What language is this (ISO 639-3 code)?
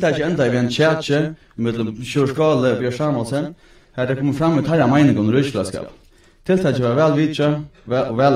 fao